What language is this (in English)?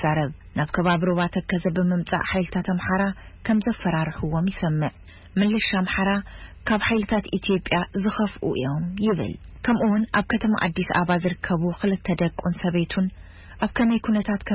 Tigrinya